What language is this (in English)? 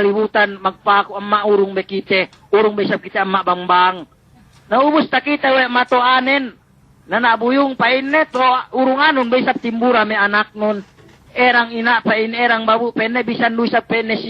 Yakan